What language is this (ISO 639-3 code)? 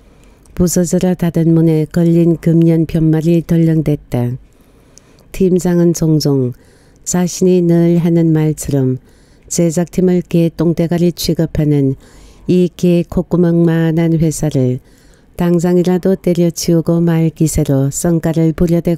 kor